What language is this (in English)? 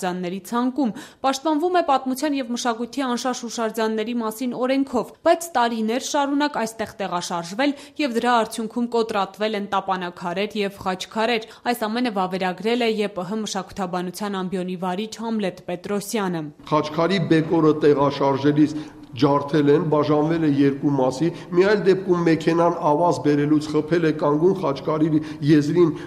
Armenian